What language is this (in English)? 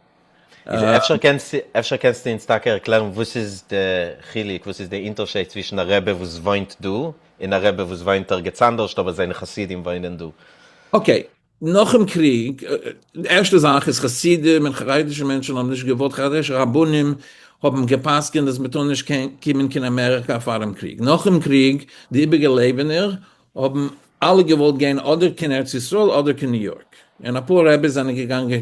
Yiddish